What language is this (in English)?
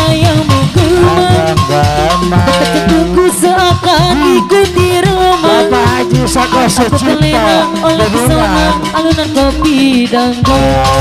Indonesian